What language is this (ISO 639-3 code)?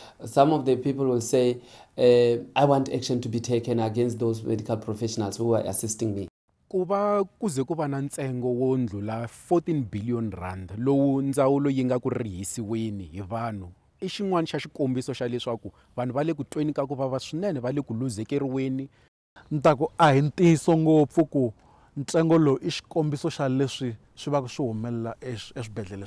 tso